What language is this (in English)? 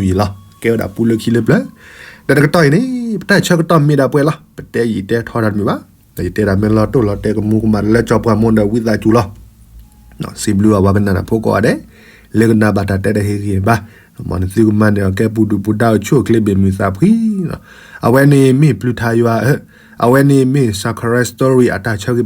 S'gaw Karen